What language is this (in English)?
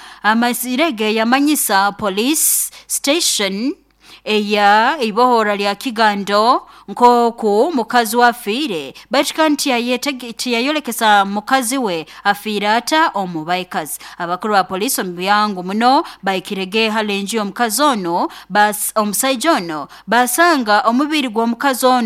Nyoro